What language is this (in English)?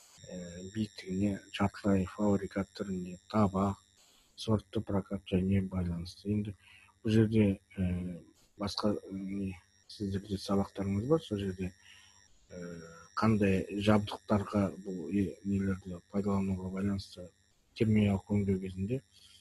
Kazakh